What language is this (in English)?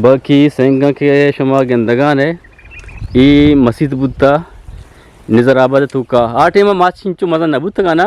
Eastern Balochi